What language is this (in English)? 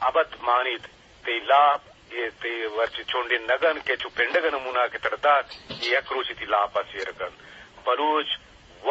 Eastern Balochi